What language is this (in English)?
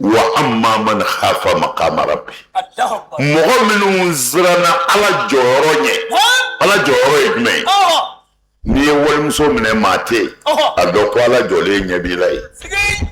Bambara